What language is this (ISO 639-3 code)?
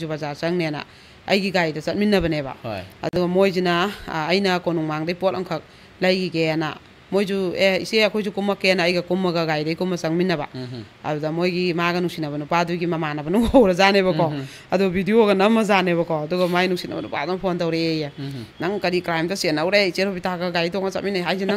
mni